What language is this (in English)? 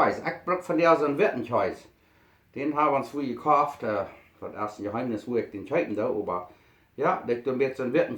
Plautdietsch